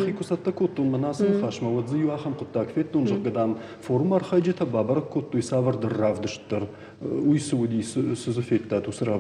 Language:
Ossetic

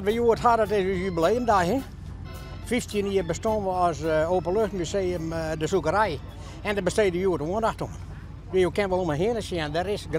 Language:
Western Frisian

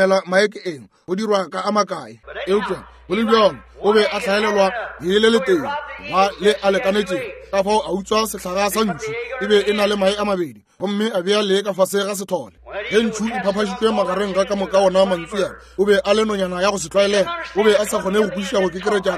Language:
Northern Sotho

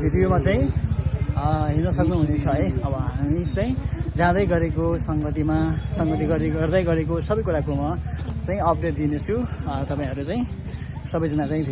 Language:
Nepali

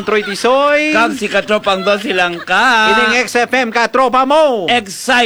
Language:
Hiligaynon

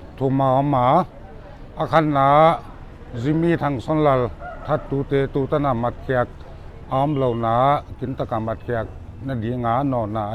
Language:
Paite Chin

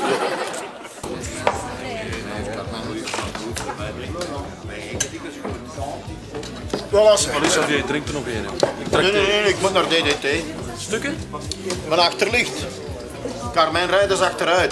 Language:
Dutch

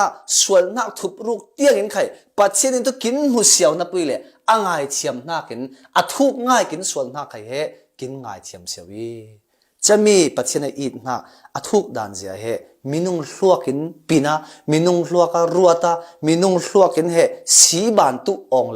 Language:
Falam Chin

